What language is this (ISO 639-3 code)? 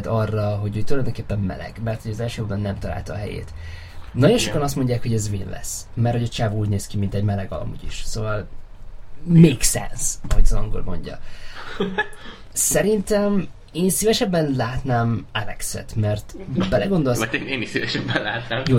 hun